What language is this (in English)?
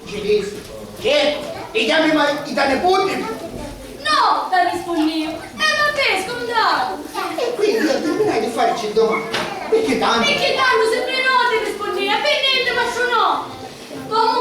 Sicilian